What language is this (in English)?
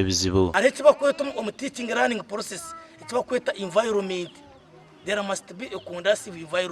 Nyankole